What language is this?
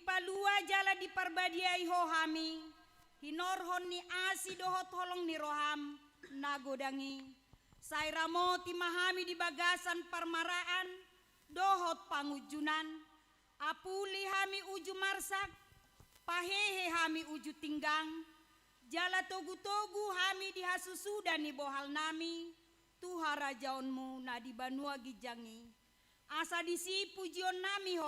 Batak Toba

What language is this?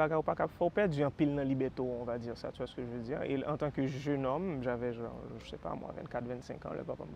Haitian Creole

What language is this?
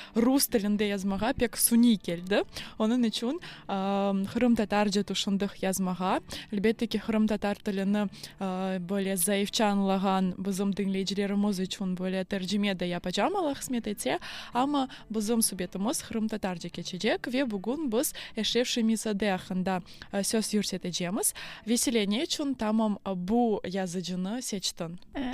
Crimean Tatar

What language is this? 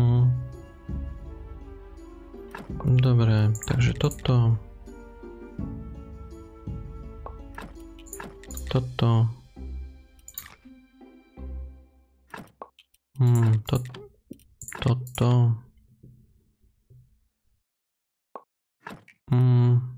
Slovak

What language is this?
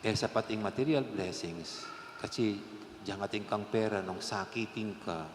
Pampanga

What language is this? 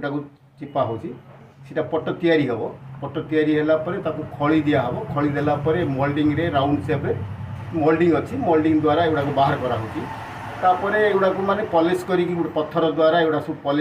Odia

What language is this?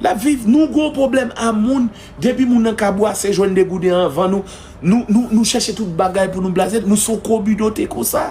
Haitian Creole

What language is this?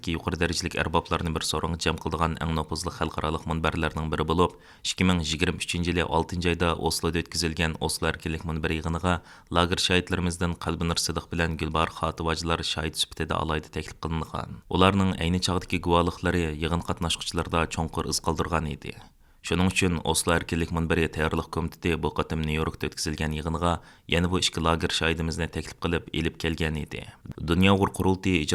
Uyghur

